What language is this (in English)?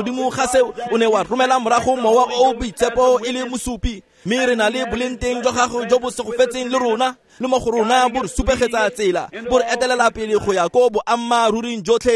Tswana